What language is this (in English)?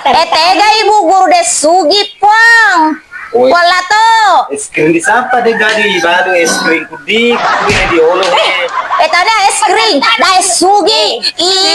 Buginese